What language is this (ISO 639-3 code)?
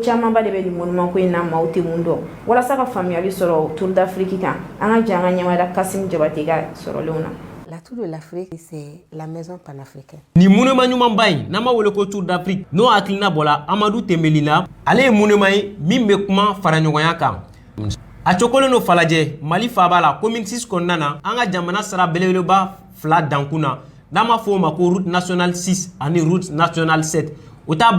bam